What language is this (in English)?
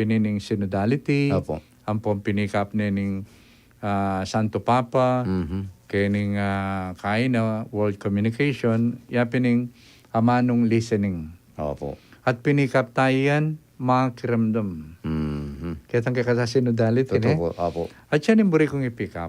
Pampanga